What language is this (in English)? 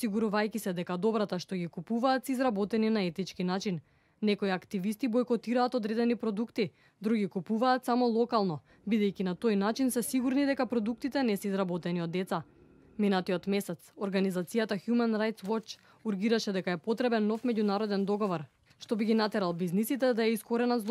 Macedonian